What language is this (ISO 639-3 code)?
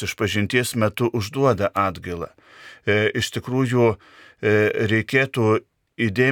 lit